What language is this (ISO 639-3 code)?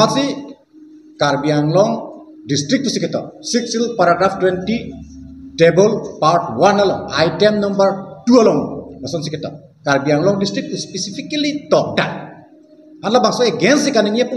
mjw